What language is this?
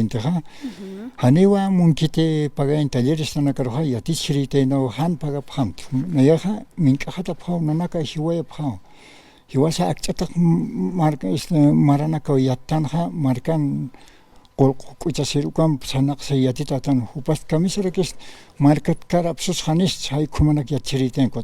Aymara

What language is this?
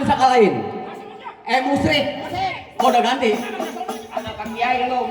Betawi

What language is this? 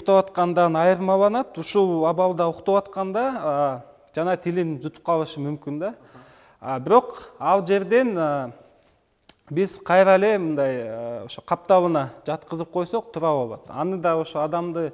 Kyrgyz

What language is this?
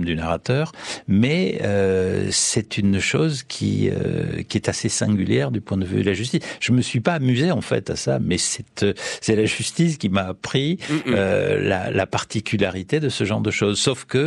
French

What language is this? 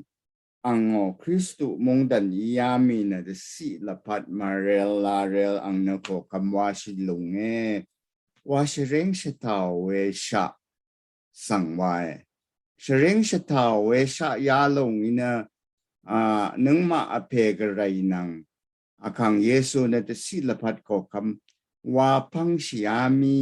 Rawang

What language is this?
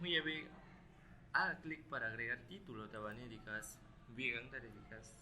Aguaruna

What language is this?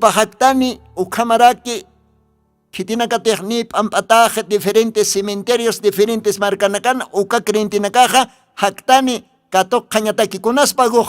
Aymara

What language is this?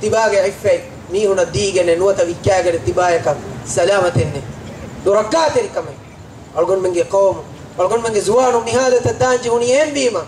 Divehi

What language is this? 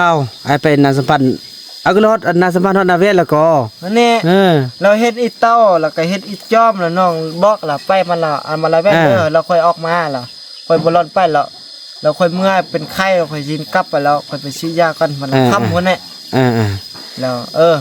Northeastern Thai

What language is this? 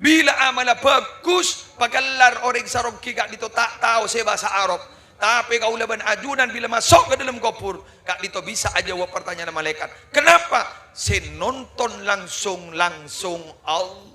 Madurese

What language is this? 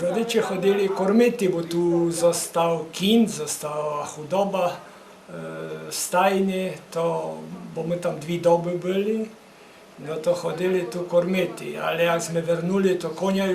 Rusyn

